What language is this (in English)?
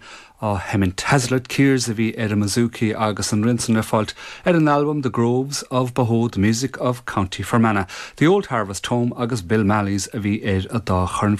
Irish